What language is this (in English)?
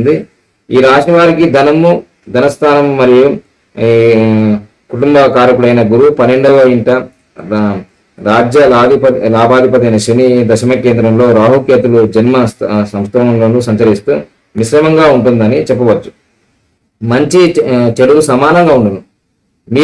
Telugu